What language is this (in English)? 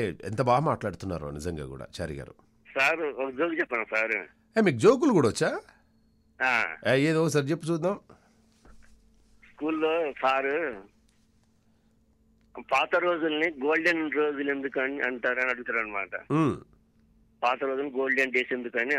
Telugu